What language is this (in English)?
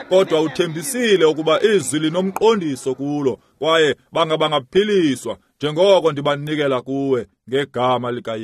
Xhosa